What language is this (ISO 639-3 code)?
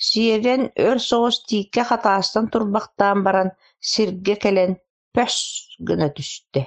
sah